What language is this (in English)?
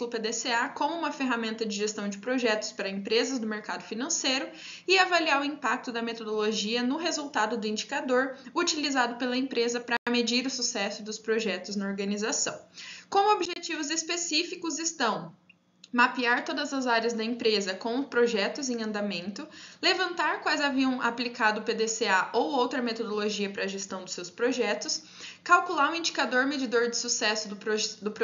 Portuguese